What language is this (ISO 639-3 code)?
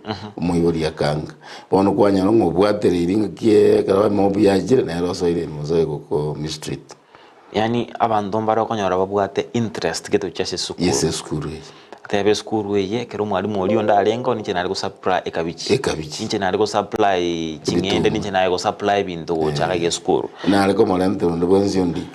guz